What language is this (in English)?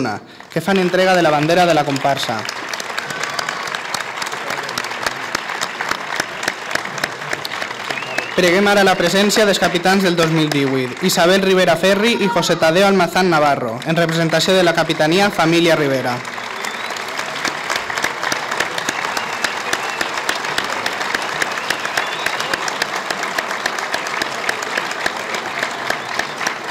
Catalan